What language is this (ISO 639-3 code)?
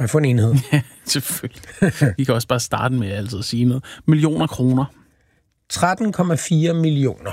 dan